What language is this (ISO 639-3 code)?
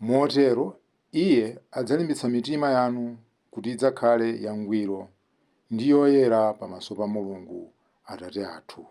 nya